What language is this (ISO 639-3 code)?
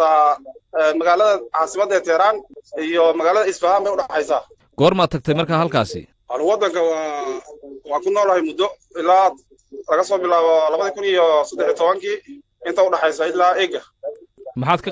som